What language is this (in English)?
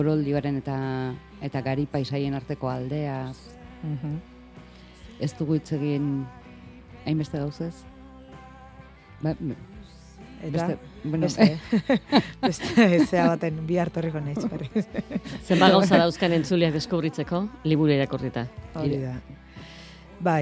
Basque